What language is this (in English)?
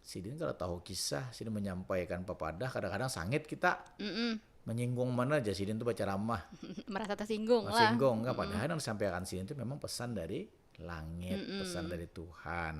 Banjar